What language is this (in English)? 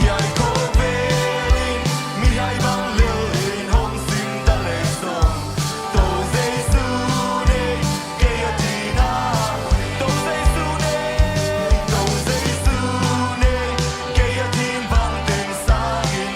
Tedim Chin